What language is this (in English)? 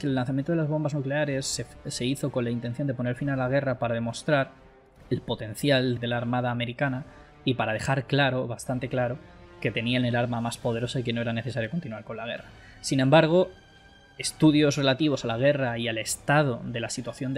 Spanish